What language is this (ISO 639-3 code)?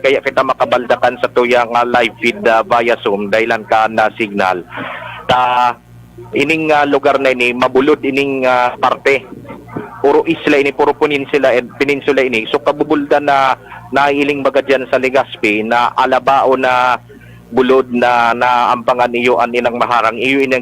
bik